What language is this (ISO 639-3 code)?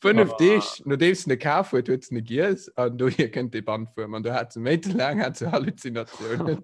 ltz